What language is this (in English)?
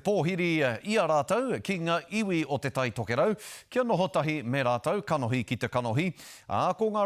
Māori